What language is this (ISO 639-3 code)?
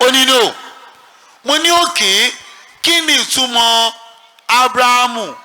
yor